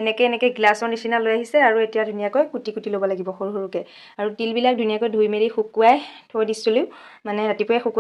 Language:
Assamese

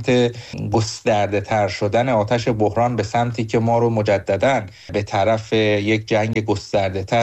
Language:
Persian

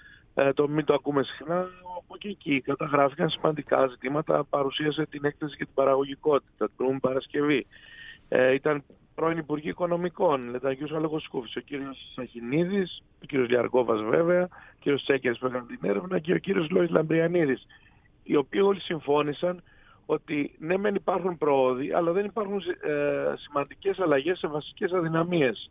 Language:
Greek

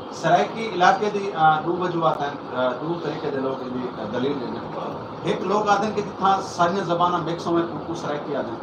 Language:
Saraiki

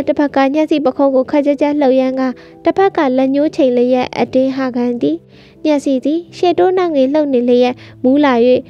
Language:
Burmese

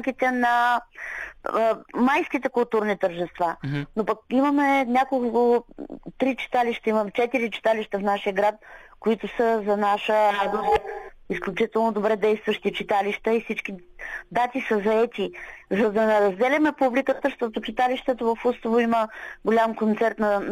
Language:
Bulgarian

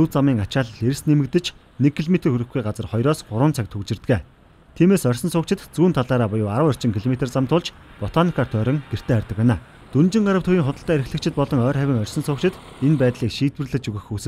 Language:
Mongolian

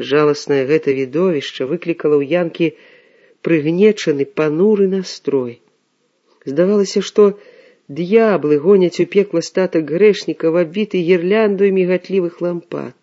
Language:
Belarusian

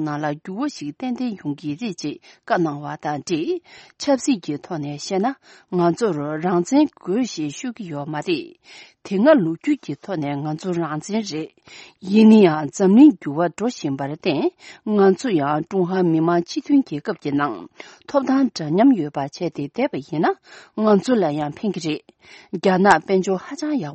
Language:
Tibetan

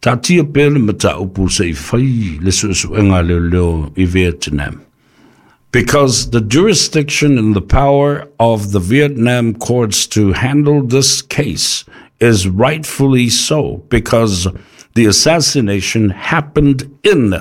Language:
Samoan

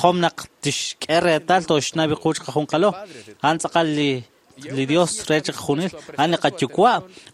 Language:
Kekchí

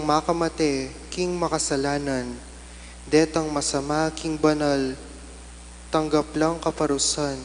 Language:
Pampanga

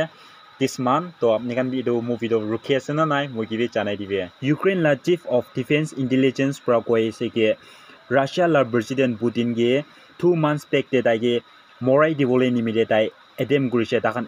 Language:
Naga Pidgin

